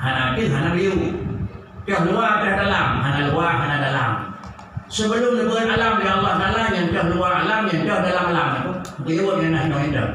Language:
Achinese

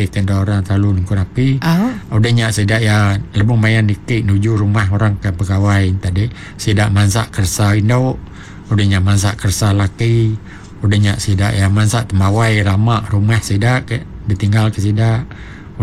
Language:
Iban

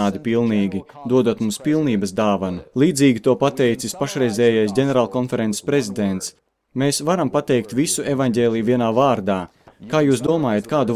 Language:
Latvian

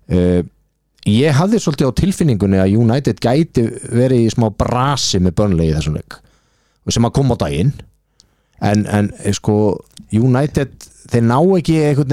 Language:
Icelandic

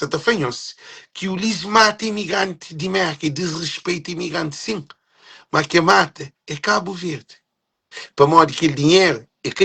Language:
Kabuverdianu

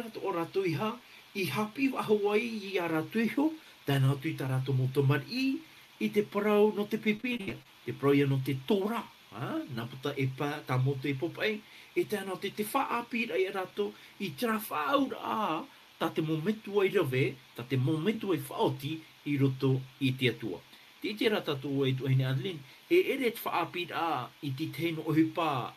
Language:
Tahitian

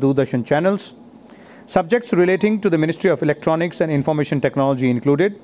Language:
English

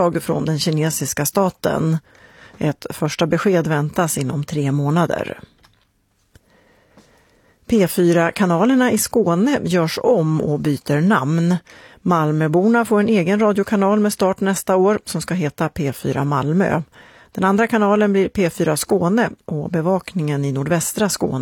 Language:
Swedish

